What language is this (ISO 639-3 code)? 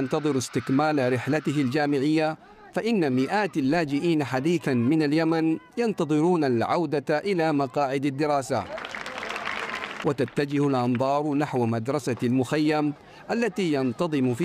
ara